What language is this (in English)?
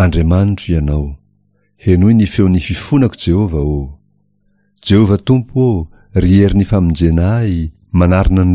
Malagasy